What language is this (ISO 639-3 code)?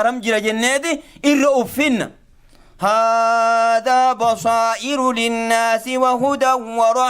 orm